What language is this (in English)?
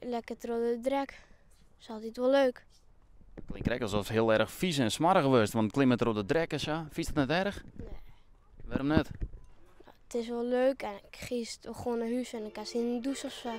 Western Frisian